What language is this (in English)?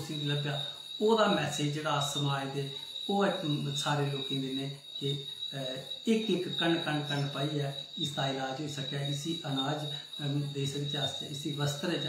Dogri